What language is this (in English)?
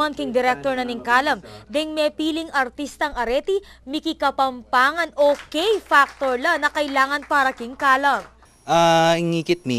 Pampanga